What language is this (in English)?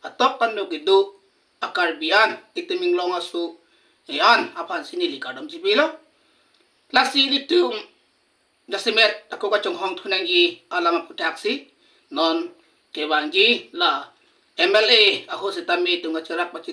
Karbi